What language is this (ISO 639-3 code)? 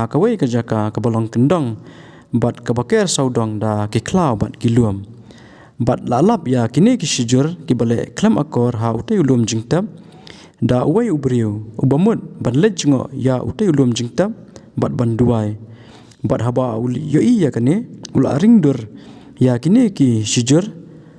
kha